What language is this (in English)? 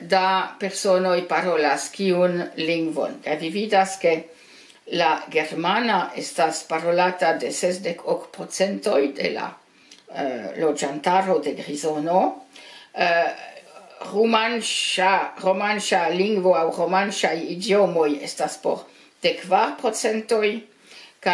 Esperanto